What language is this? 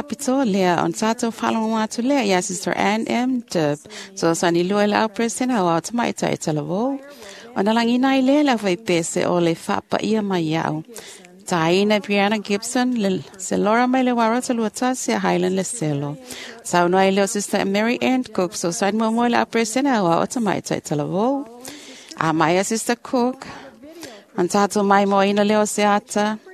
Samoan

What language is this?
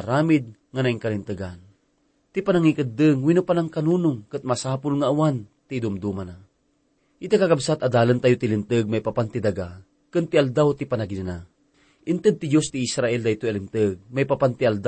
Iloko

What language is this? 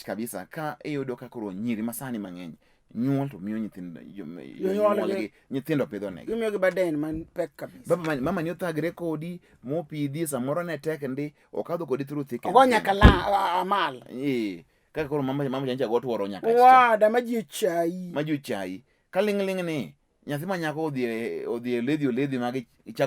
Luo (Kenya and Tanzania)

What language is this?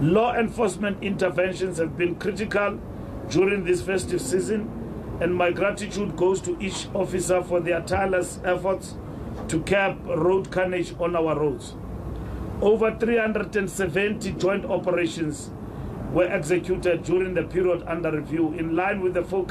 English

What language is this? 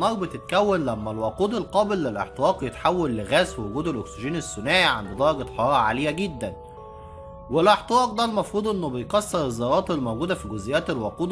Egyptian Arabic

